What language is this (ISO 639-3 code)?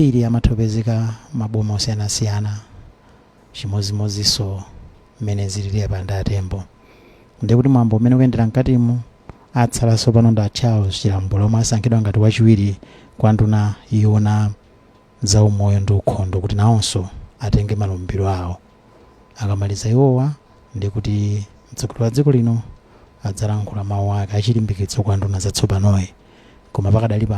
nya